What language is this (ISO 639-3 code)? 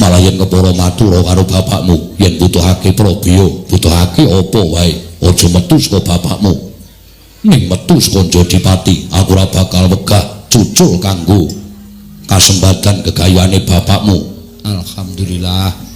jav